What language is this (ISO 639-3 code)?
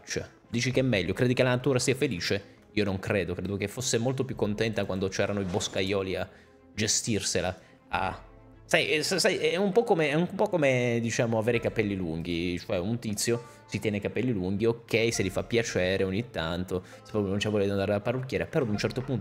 ita